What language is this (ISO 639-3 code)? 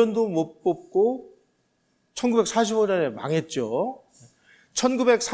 kor